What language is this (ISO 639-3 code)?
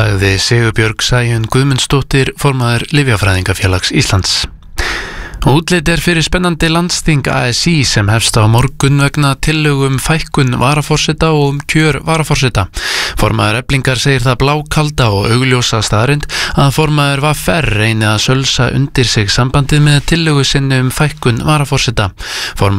isl